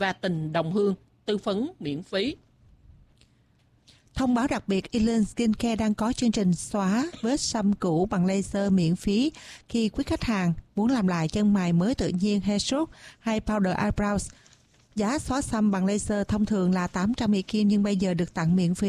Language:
Vietnamese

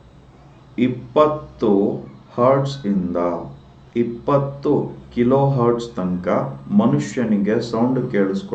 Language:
Kannada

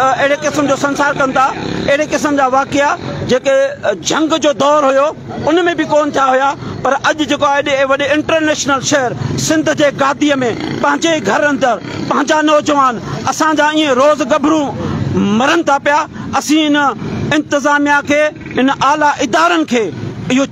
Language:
Sindhi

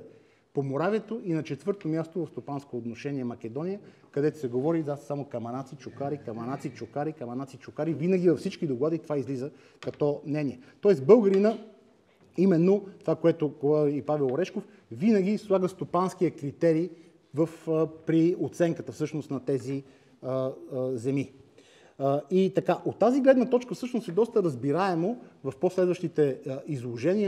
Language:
Bulgarian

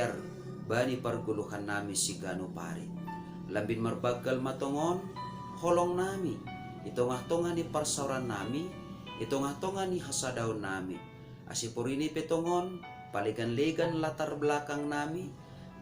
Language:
Batak Simalungun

